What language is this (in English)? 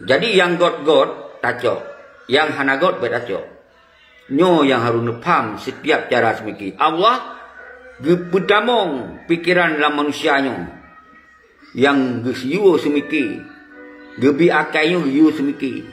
Achinese